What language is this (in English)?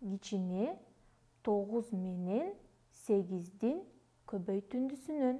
Kyrgyz